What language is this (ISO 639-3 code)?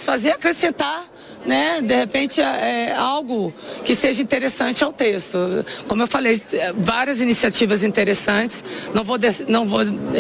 por